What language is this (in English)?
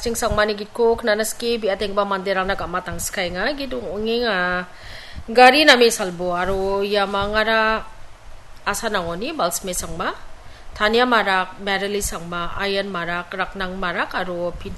Garo